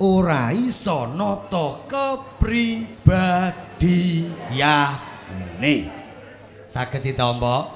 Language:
Javanese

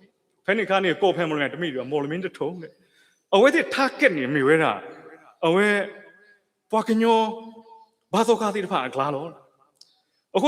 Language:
S'gaw Karen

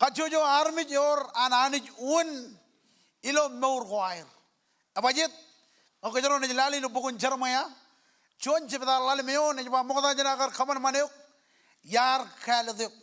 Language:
Marshallese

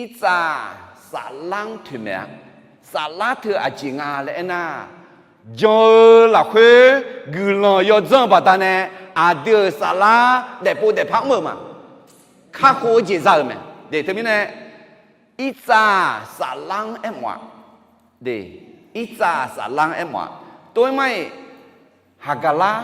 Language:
Akha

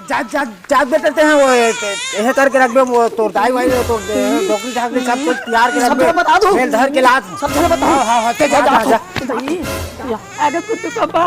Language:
Chhattisgarhi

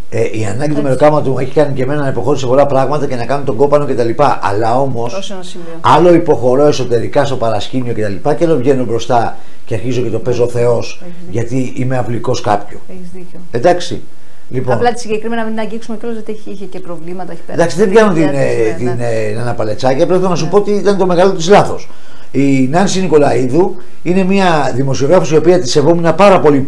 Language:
Greek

